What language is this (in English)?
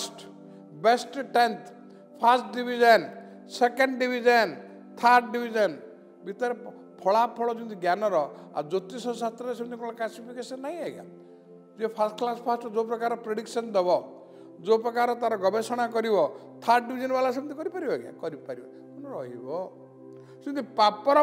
Odia